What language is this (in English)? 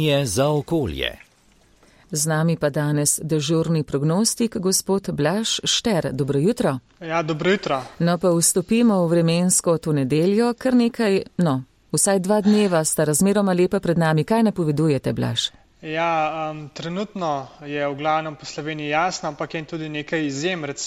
Slovenian